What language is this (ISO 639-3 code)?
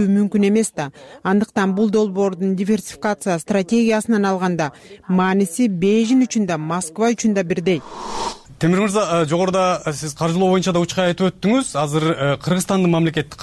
kir